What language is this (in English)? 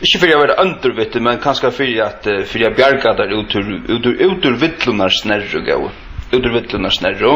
Faroese